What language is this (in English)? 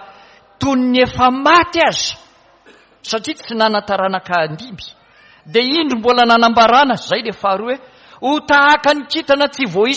Malagasy